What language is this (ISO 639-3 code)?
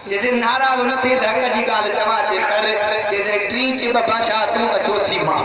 snd